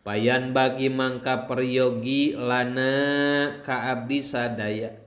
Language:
Sundanese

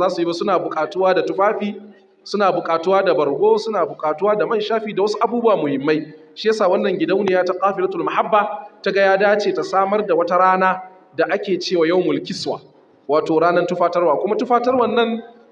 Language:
Hausa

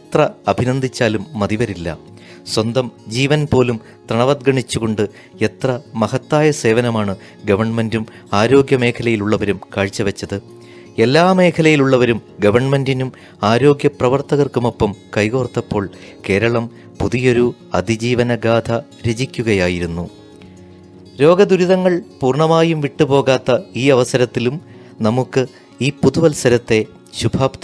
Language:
Malayalam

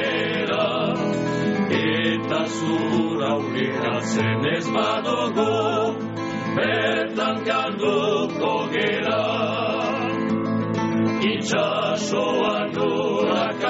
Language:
Basque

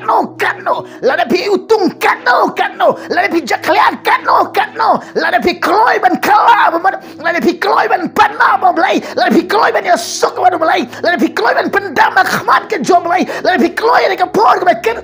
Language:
Khasi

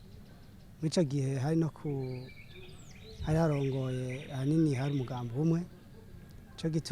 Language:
Rundi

